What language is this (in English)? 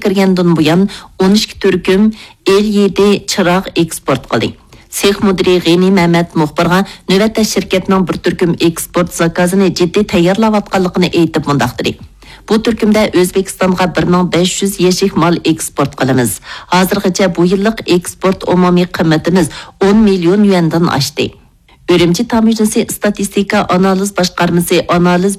Uyghur